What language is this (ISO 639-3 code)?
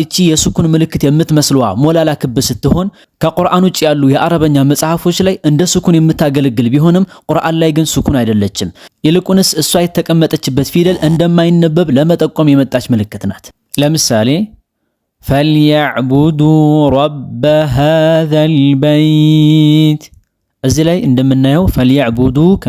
amh